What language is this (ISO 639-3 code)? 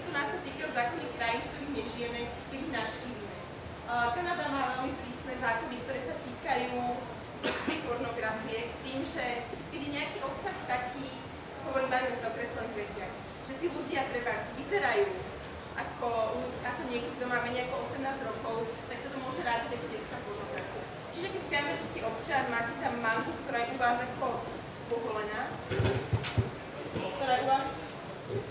slk